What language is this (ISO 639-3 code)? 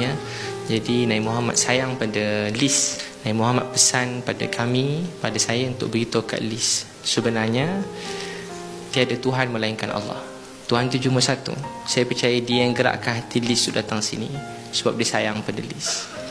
msa